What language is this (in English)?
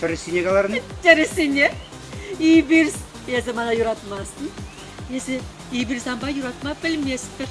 Chuvash